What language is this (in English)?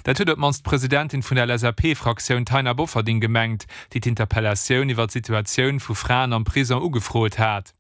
Luxembourgish